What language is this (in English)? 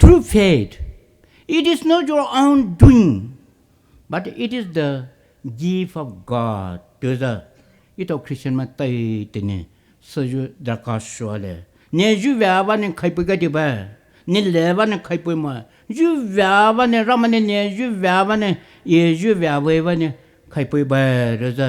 Poumei Naga